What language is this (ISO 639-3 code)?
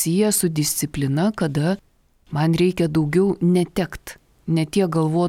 lit